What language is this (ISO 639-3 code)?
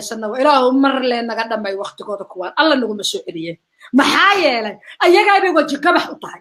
som